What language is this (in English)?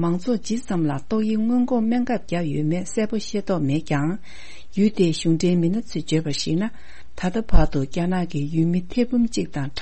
Tibetan